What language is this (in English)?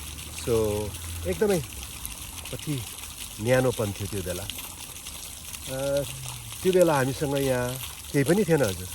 Nepali